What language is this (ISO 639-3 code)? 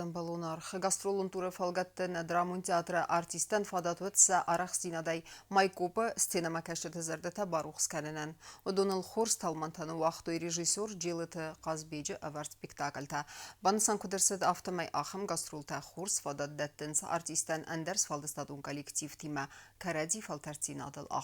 oss